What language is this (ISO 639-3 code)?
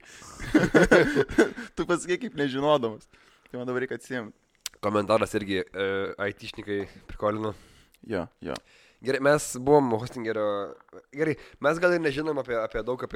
lit